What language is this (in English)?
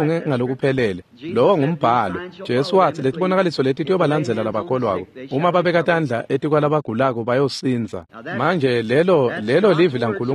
Swati